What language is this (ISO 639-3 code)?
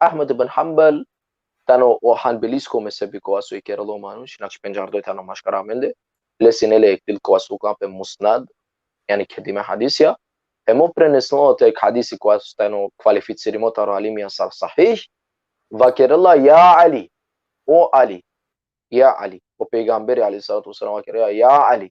rmn